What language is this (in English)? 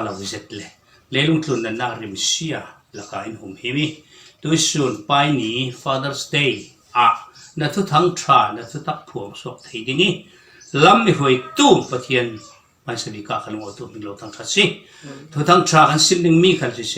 Falam Chin